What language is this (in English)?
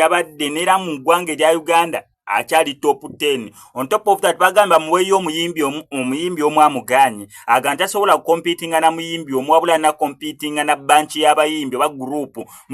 Ganda